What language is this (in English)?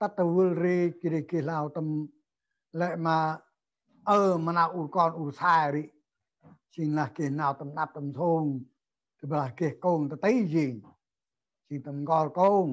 Central Mnong